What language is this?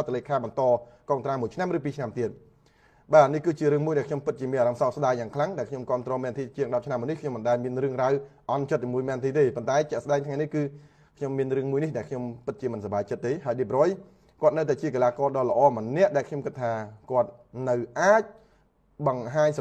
Khmer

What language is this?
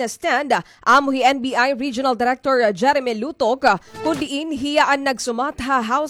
Waray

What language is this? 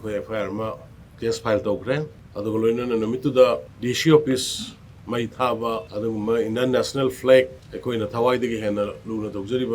Manipuri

